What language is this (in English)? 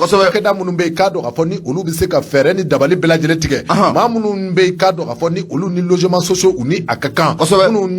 Bambara